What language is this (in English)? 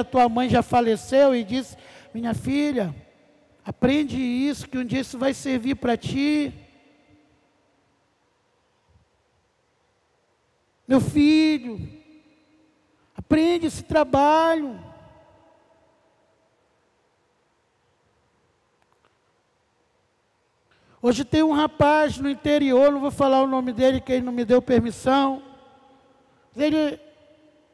Portuguese